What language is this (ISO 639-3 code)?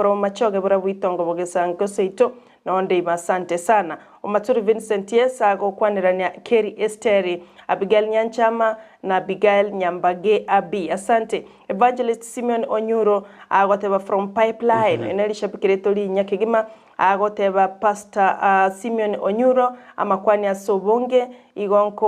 guz